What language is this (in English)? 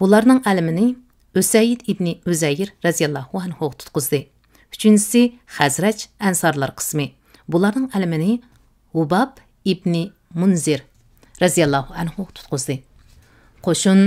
Uyghur